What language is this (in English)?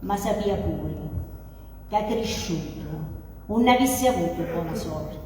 Sicilian